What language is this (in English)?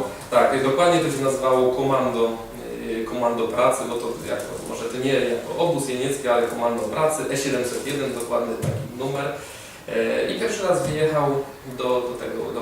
Silesian